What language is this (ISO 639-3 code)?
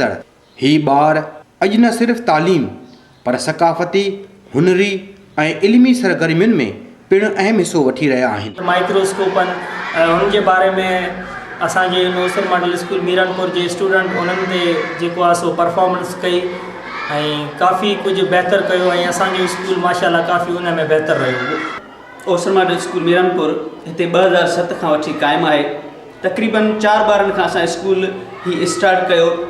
snd